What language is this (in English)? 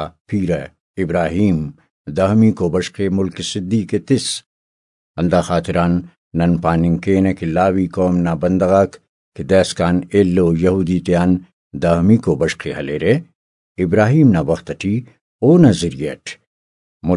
Brahui